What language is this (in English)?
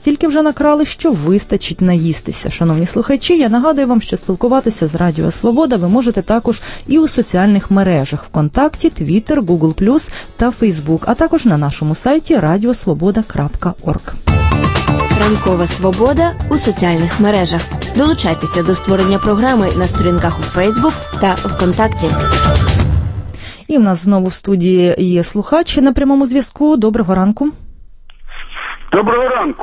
Ukrainian